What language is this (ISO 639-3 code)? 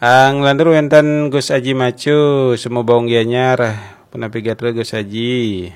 ban